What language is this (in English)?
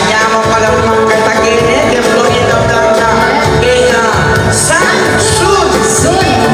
Pampanga